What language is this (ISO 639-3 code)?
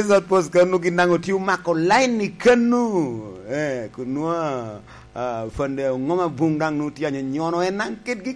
laj